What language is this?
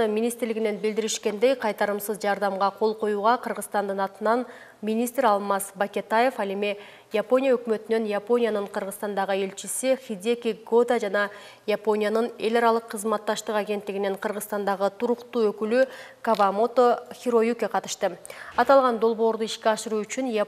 Kyrgyz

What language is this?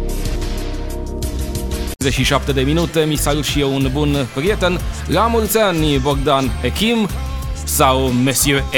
Romanian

